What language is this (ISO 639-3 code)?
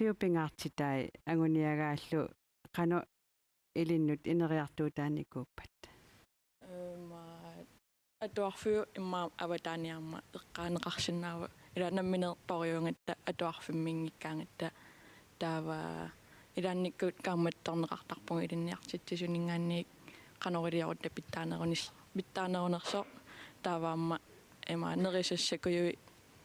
kal